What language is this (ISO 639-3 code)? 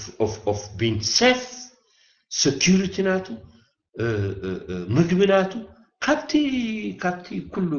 tir